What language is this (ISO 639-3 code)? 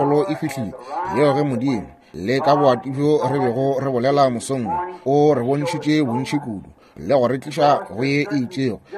nso